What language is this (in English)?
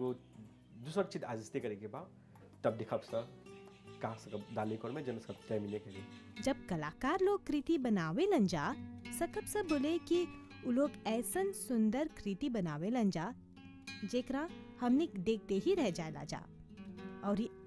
Bhojpuri